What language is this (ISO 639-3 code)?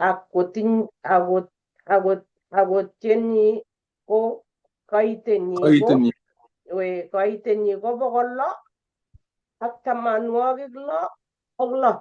kln